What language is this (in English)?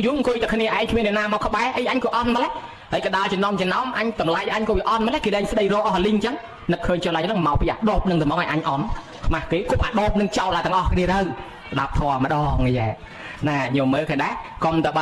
Khmer